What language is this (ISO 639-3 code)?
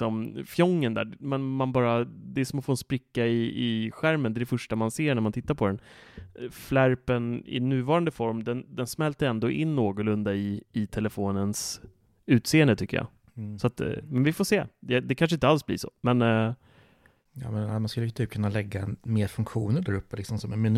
swe